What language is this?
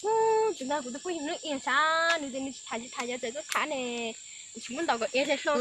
Hmong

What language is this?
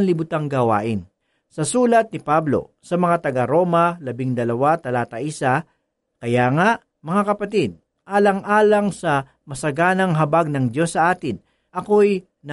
Filipino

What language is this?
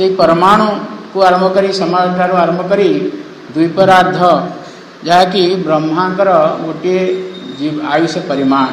Odia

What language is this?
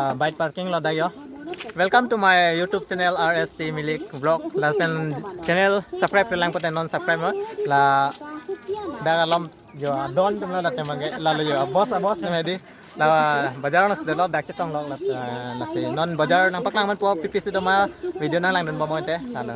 Karbi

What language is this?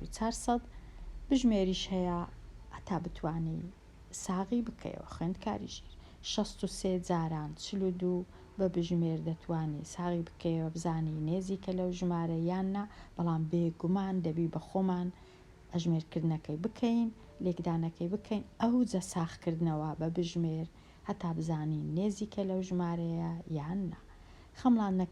Central Kurdish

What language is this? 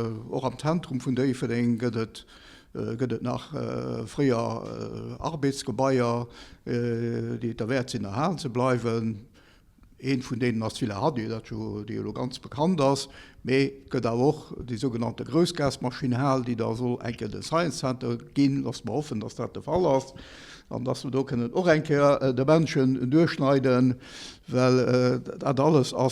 Luxembourgish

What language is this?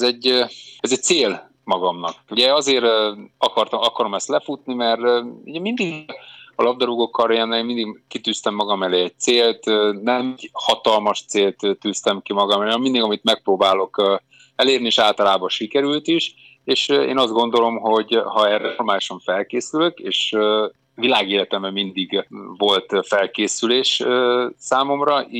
Hungarian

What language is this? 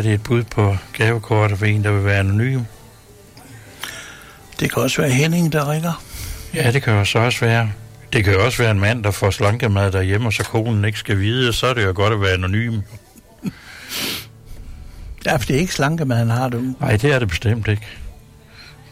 Danish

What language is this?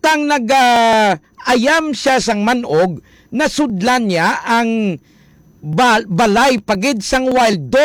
Hiligaynon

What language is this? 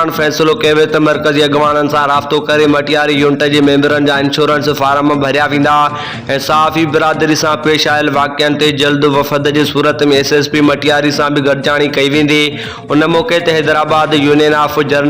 Sindhi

